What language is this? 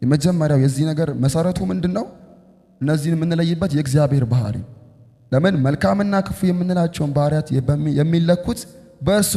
Amharic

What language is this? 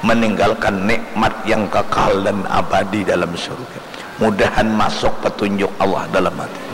Banjar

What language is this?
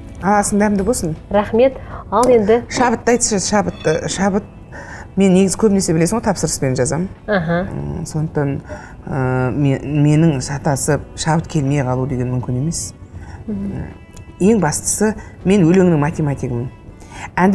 Kazakh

